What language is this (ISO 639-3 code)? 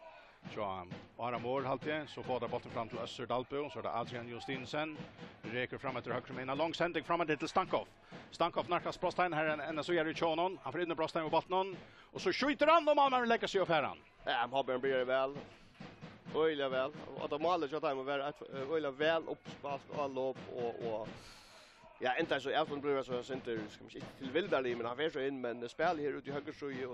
fao